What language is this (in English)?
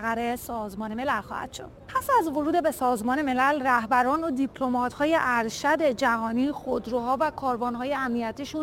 Persian